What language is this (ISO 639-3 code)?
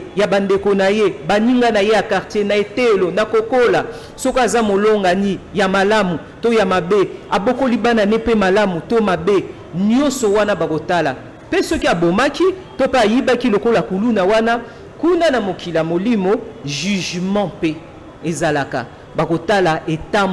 lin